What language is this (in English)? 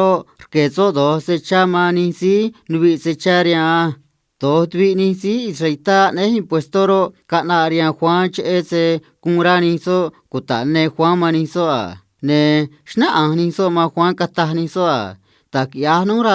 Copala Triqui